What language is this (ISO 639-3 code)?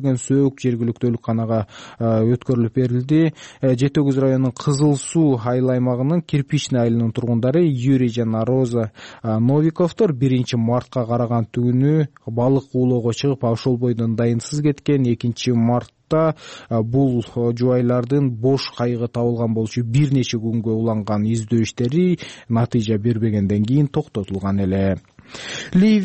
kir